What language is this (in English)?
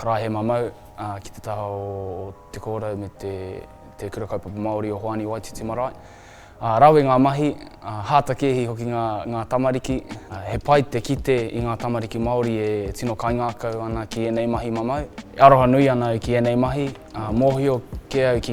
Māori